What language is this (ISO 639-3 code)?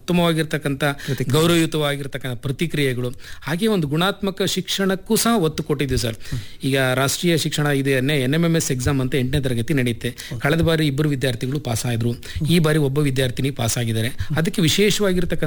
kan